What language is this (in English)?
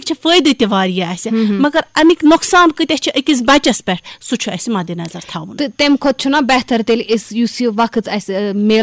Kashmiri